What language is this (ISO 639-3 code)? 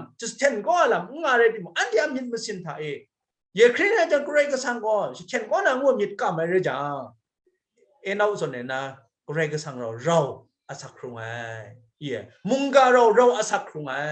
kac